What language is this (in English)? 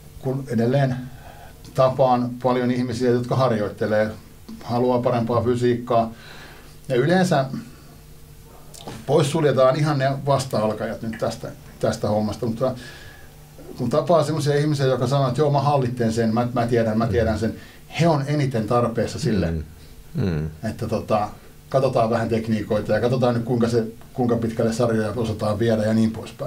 Finnish